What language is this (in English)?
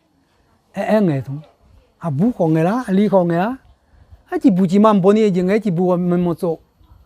Akha